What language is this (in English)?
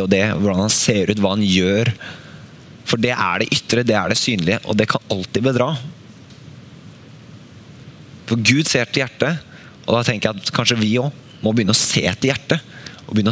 Norwegian